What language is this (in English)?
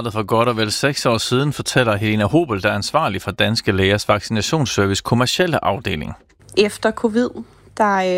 Danish